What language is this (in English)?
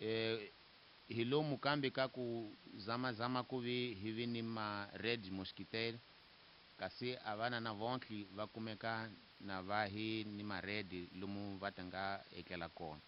Tsonga